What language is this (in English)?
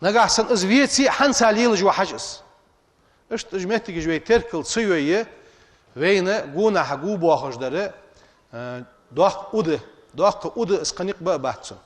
Ingush